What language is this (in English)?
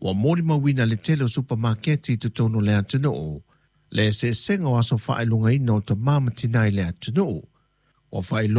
Samoan